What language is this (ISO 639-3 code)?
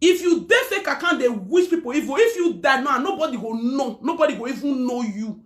pcm